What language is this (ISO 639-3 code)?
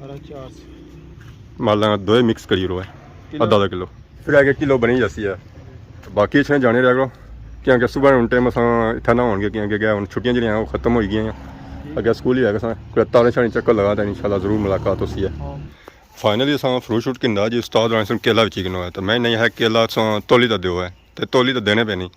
phr